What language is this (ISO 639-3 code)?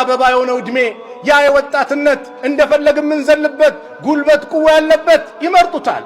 amh